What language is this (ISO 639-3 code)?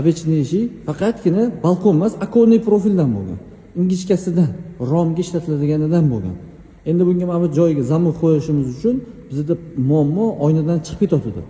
uzb